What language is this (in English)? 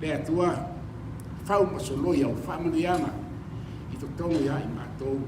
Samoan